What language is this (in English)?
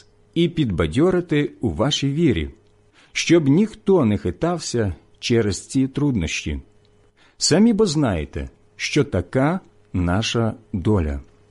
Ukrainian